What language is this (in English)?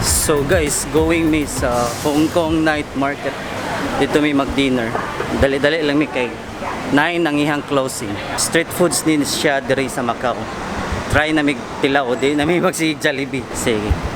Cebuano